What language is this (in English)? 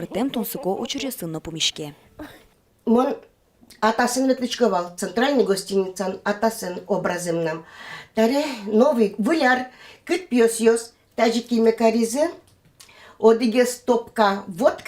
Udmurt